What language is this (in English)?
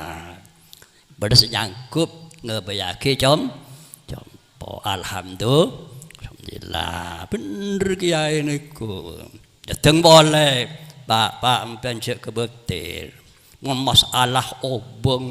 Madurese